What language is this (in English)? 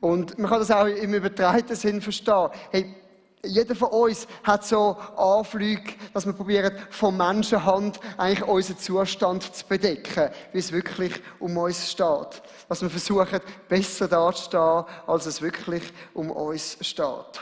Swiss German